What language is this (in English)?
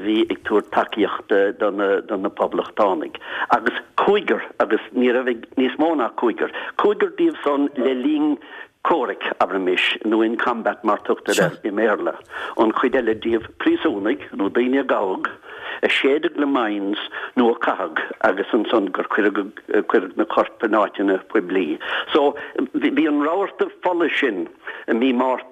Irish